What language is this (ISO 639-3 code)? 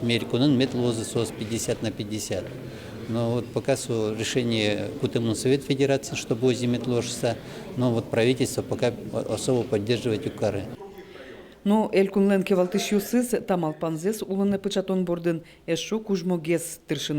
udm